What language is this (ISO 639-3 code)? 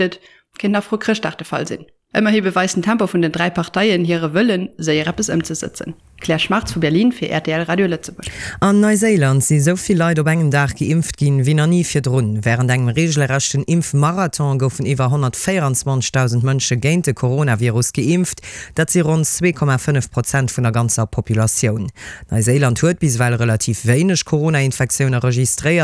ltz